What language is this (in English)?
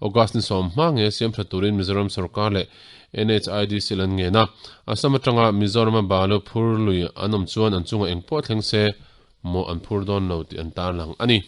Mizo